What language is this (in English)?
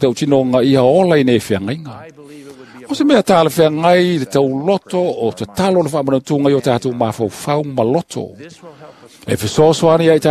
Samoan